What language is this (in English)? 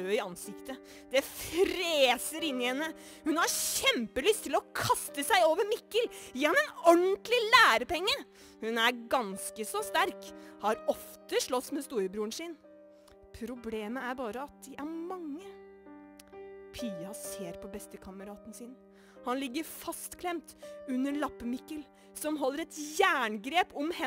Norwegian